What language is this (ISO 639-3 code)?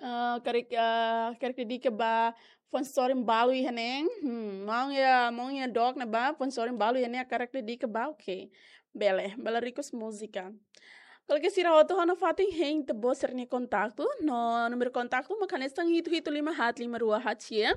tet